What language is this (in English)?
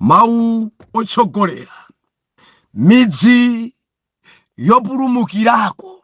Nyanja